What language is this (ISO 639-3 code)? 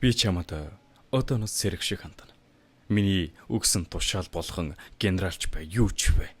mon